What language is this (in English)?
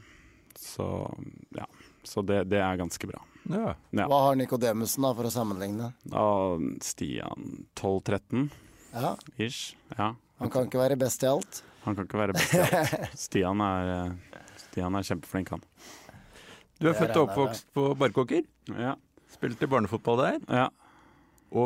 Norwegian